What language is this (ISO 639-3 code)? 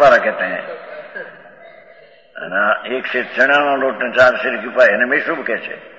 guj